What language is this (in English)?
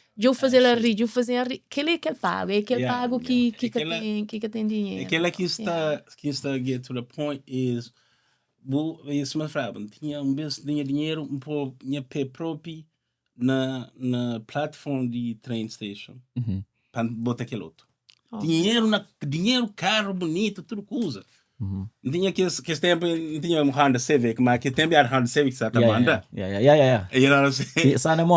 Kabuverdianu